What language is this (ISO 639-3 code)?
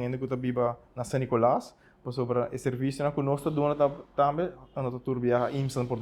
pap